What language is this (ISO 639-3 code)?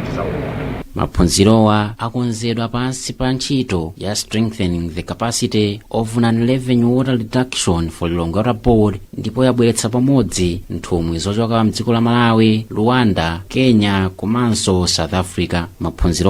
nya